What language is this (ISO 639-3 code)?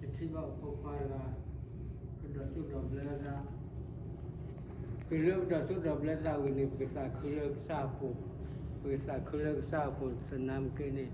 ksw